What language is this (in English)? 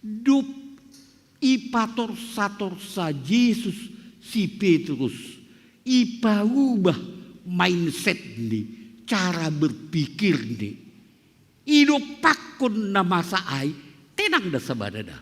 Batak Simalungun